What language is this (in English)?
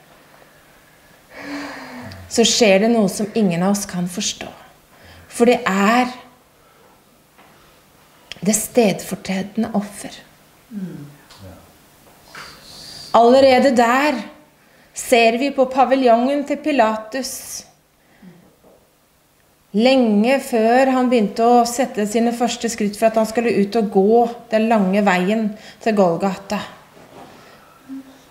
Norwegian